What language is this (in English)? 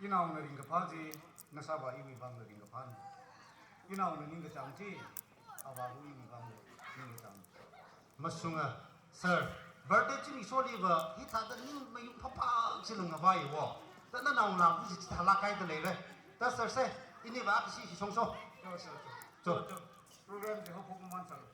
Tangkhul Naga (India)